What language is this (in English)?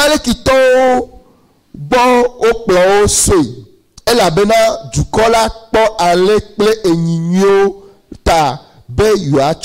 Ewe